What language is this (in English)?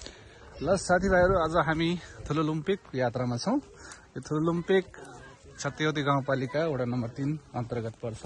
Nepali